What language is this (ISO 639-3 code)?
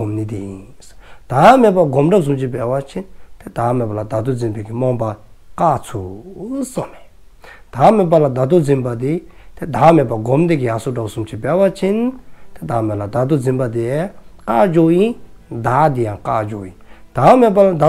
dzo